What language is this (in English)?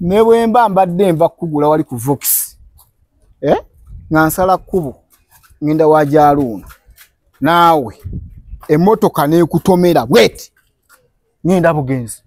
Ganda